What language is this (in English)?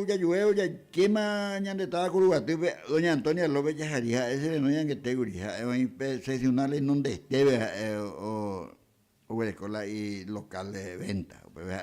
Guarani